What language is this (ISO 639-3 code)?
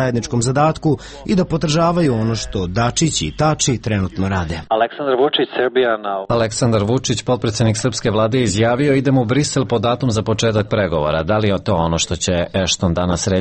srp